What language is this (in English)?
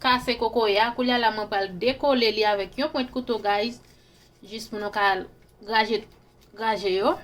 Haitian Creole